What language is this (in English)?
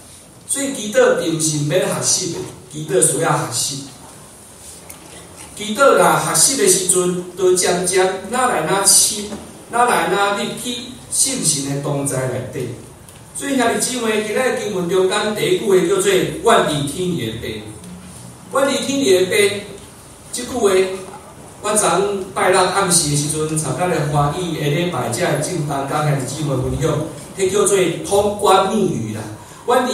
Min Nan Chinese